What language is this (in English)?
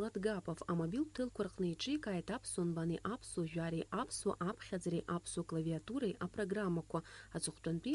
Abkhazian